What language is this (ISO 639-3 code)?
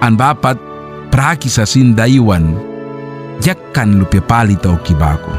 miq